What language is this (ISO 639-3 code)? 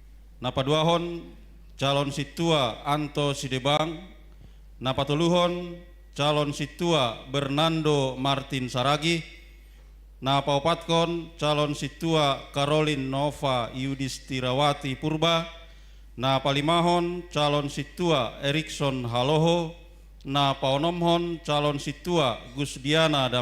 bts